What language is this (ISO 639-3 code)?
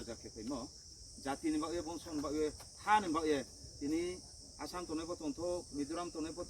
ria